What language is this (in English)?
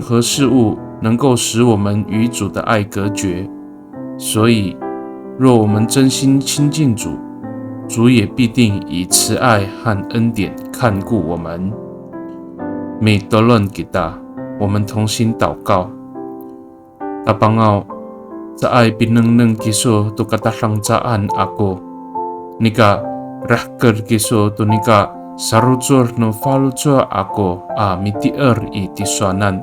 Amis